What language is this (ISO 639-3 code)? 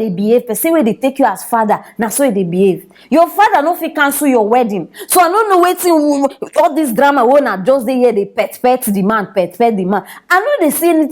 pcm